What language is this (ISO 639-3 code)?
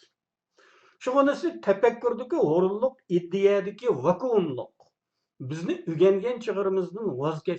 uig